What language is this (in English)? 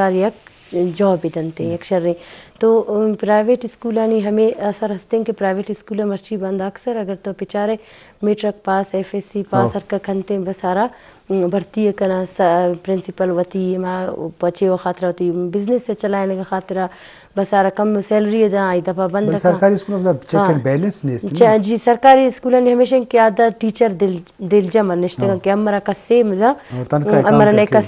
Baluchi